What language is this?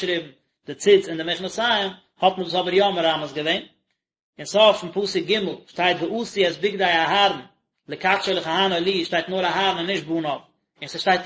Yiddish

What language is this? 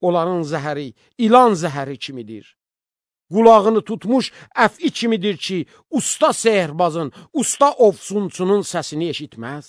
Azerbaijani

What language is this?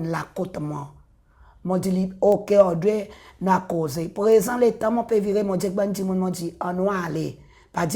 Seselwa Creole French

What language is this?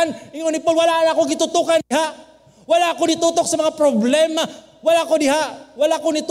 Cebuano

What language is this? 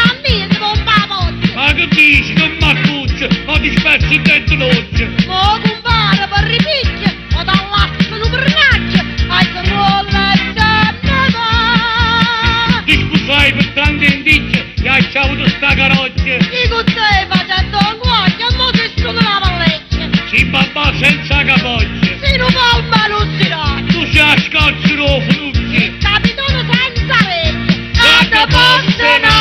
Neapolitan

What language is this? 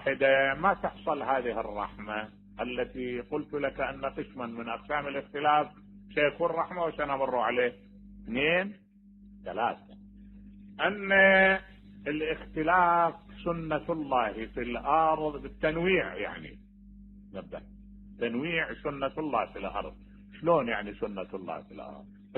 Mesopotamian Arabic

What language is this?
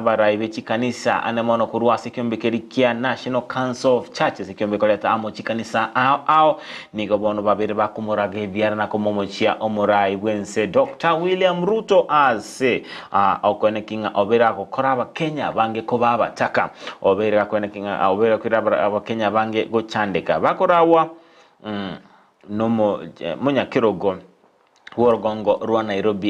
Gusii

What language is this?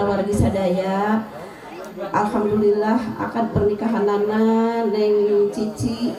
Sundanese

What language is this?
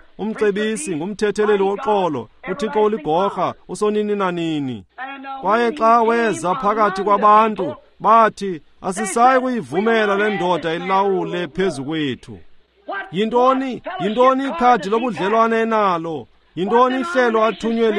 Xhosa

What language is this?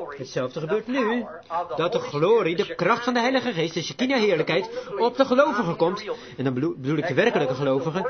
Dutch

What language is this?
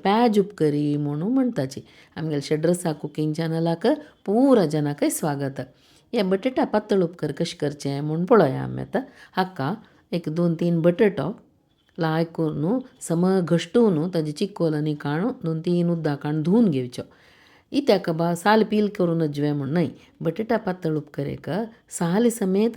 Konkani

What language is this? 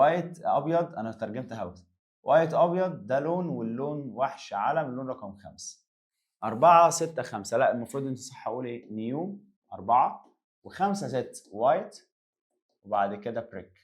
Egyptian Arabic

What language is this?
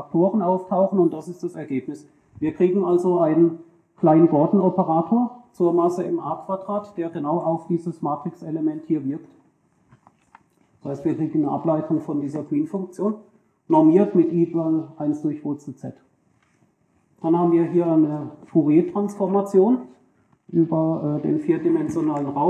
German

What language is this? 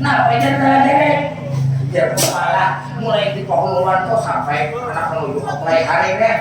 Banjar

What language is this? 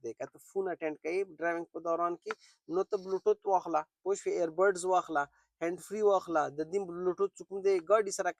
Pashto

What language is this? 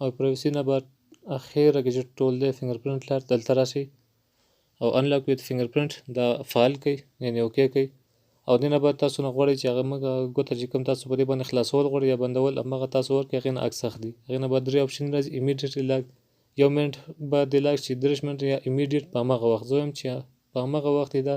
Pashto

